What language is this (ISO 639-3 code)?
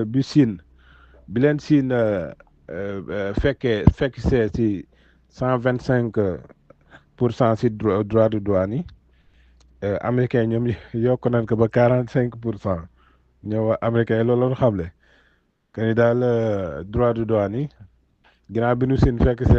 wol